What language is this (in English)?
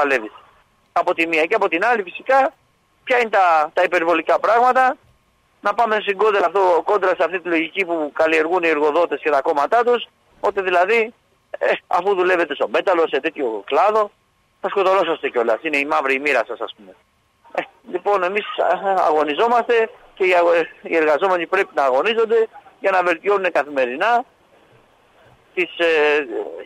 Greek